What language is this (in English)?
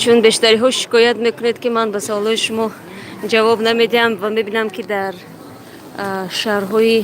Tajik